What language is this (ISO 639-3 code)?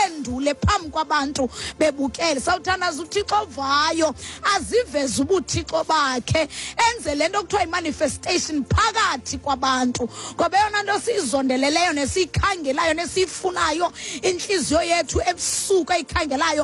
xho